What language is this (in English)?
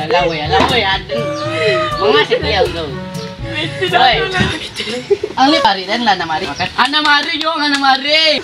Minangkabau